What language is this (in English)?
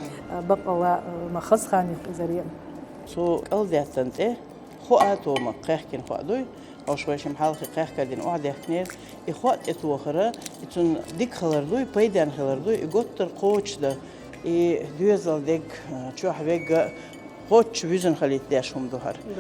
Chechen